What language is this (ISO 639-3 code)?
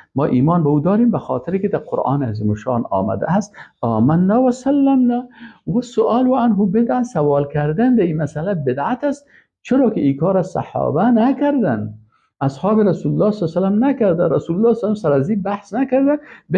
fas